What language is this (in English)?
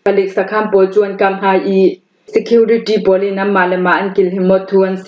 Falam Chin